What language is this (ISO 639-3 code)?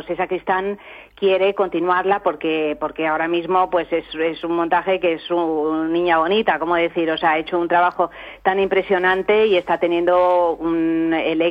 spa